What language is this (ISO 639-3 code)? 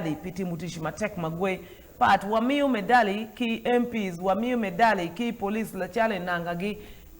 ach